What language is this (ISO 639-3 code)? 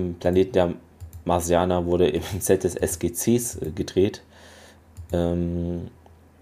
deu